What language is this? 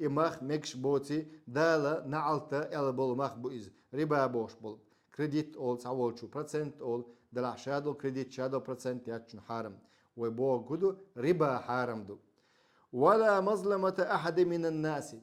Chechen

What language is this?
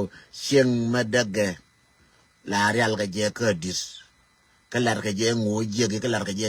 Nuer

